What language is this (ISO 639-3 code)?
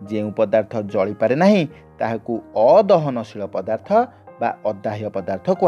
ori